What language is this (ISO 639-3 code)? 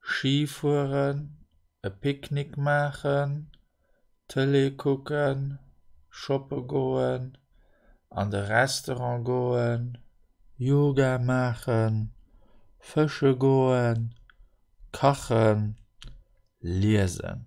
ltz